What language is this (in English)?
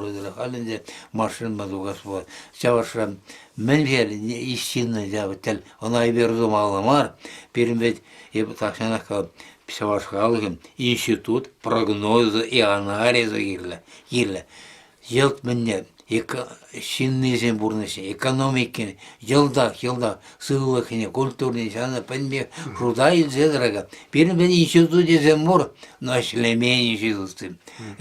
Chuvash